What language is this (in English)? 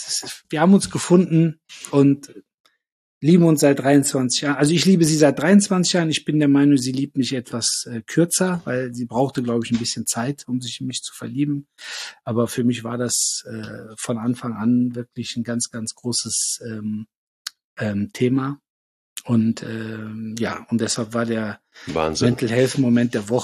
German